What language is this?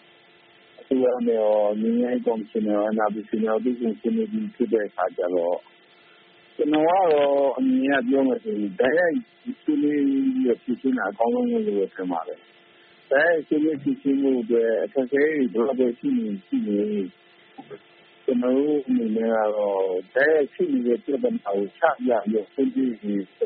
Burmese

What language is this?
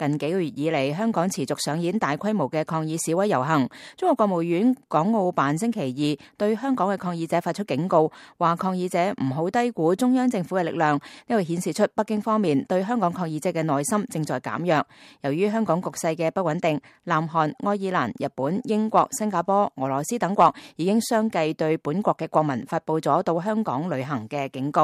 Cantonese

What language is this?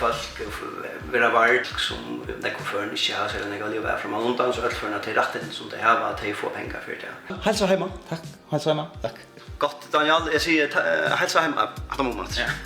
Faroese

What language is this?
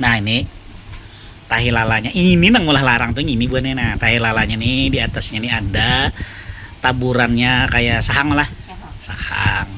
Banjar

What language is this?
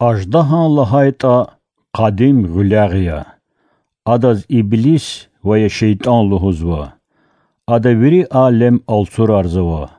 Lezghian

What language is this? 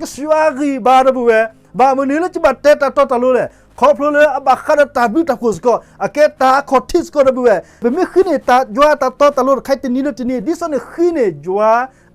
S'gaw Karen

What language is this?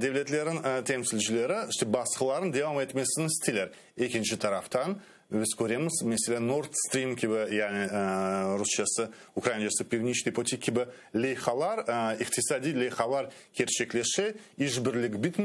Crimean Tatar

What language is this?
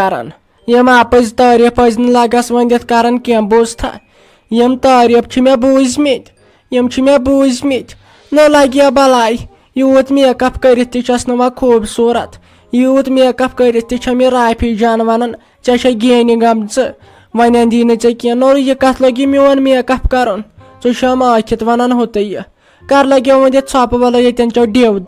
Kashmiri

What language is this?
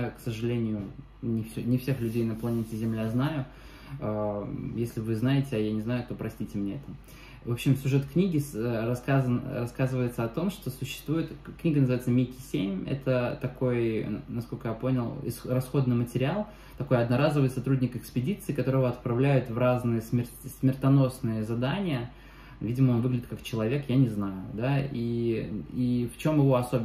Russian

